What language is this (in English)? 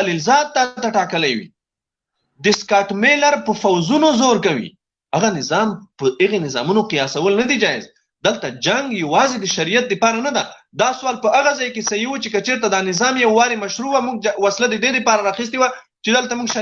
Pashto